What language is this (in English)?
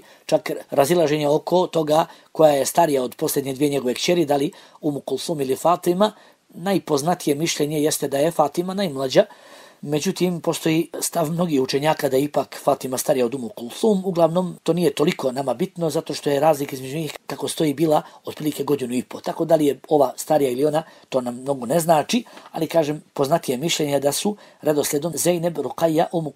Bosnian